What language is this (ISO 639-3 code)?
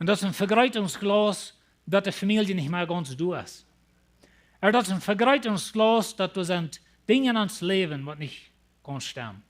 pdt